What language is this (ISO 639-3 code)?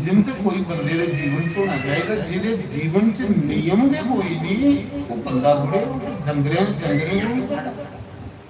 doi